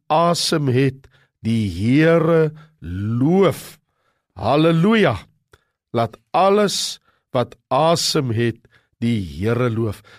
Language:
Afrikaans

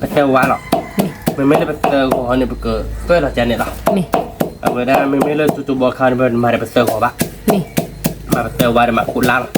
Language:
S'gaw Karen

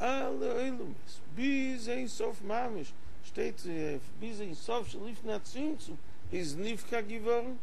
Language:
Yiddish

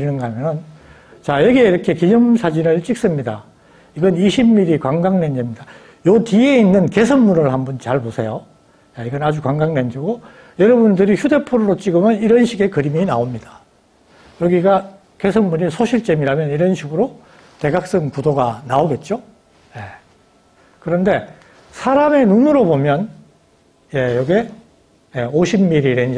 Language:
Korean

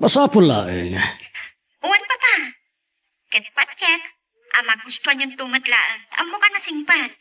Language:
Iloko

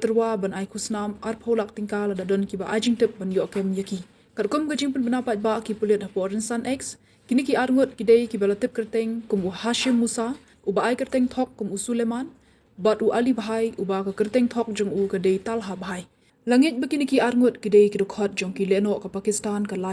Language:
Khasi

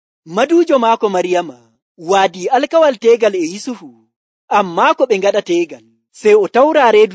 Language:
Nigerian Fulfulde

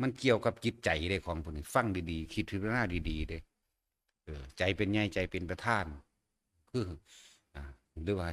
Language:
Northeastern Thai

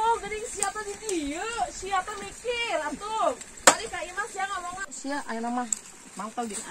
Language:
Sundanese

